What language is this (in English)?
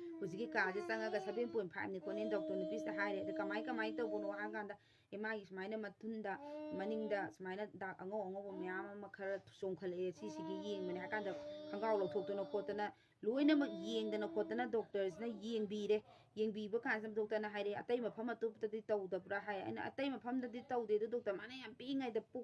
Manipuri